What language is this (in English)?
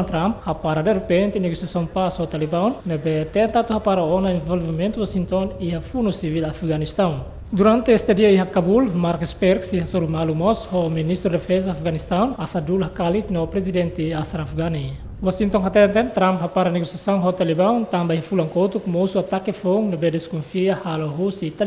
Tetum